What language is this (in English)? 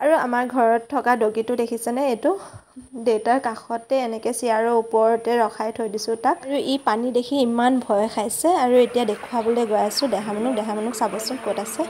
Assamese